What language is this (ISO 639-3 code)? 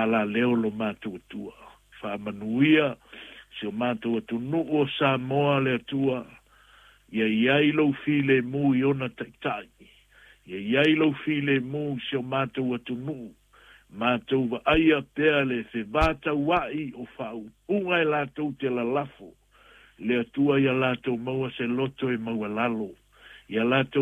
smo